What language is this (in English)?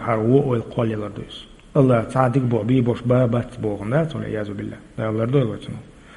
Chechen